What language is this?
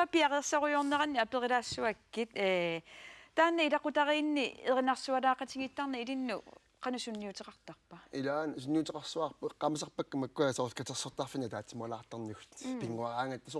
Kalaallisut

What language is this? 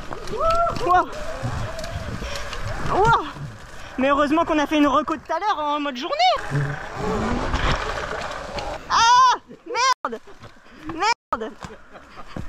French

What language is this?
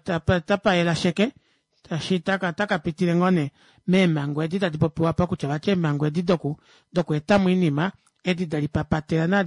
Kuanyama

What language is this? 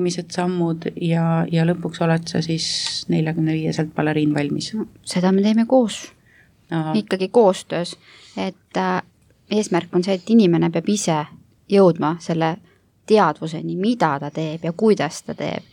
Estonian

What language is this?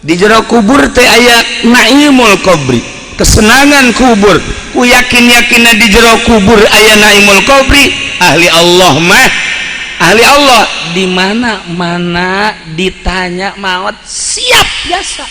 Sundanese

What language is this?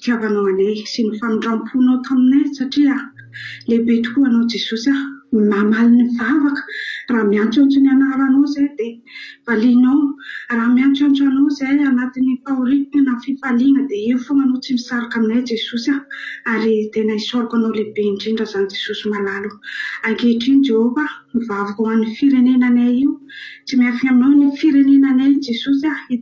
Malagasy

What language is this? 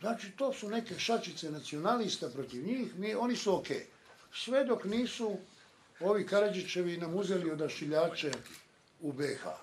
Serbian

